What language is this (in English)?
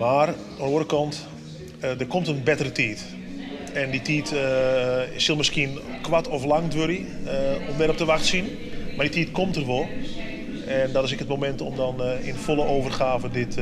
Western Frisian